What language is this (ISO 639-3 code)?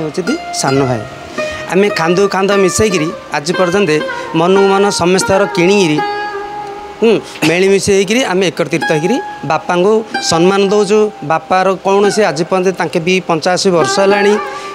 ori